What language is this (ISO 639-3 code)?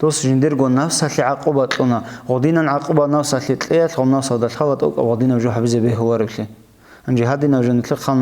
ava